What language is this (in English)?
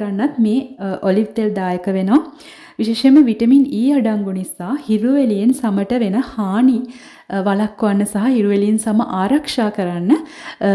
Sinhala